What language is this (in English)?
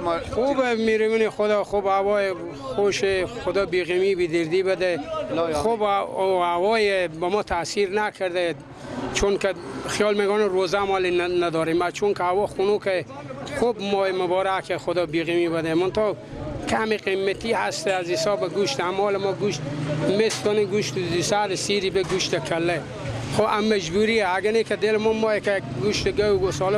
Persian